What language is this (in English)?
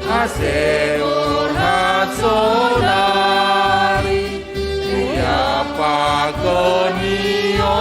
Batak Simalungun